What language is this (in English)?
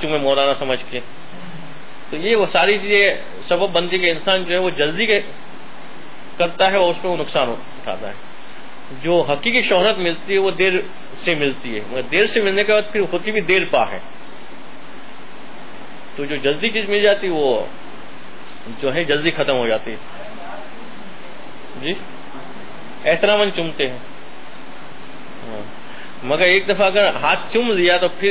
Urdu